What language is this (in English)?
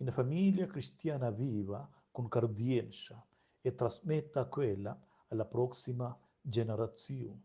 Romansh